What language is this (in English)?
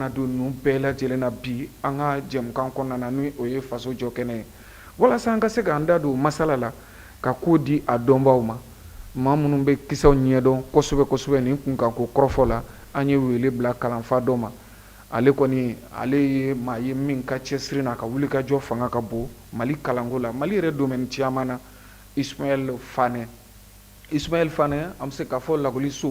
Bambara